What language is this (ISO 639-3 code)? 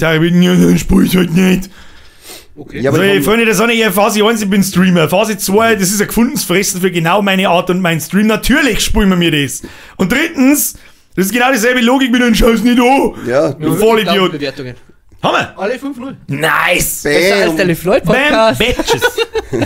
bar